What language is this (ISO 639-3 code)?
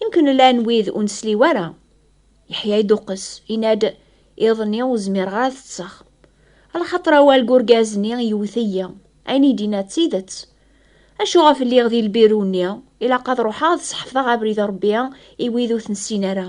kab